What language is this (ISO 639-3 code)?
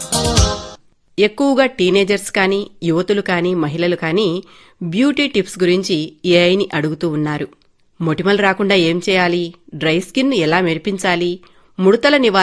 tel